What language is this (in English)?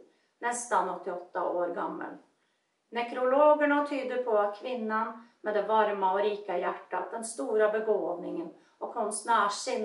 Swedish